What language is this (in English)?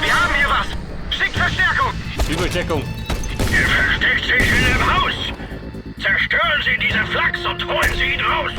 Bavarian